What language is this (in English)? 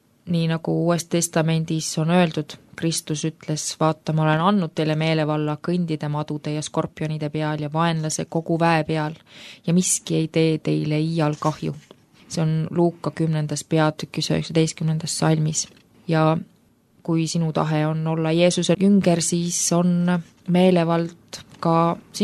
Estonian